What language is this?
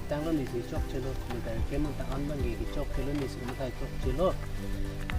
Karbi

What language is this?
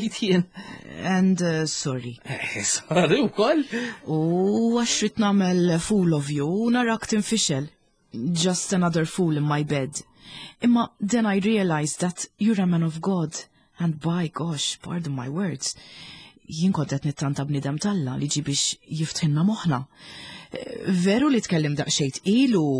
Maltese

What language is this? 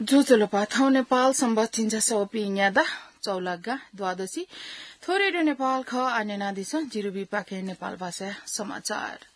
Newari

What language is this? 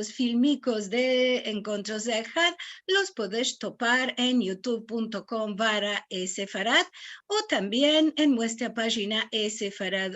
Ladino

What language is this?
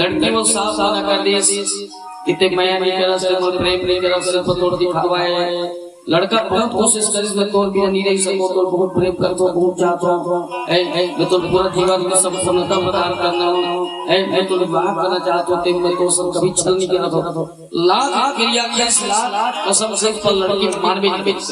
Chhattisgarhi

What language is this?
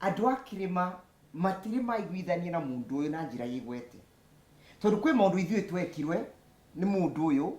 Kikuyu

